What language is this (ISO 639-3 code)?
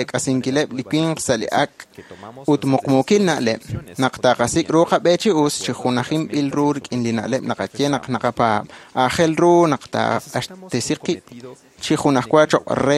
kek